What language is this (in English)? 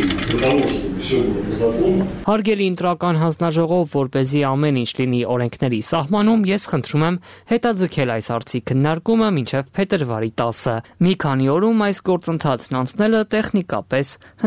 Armenian